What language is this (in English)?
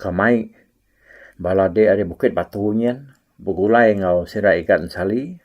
Iban